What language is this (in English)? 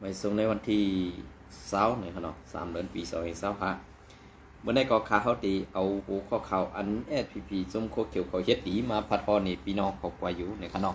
Shan